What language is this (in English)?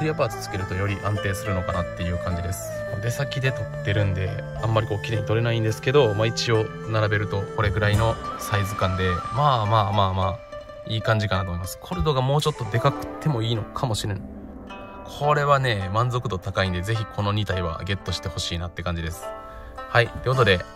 Japanese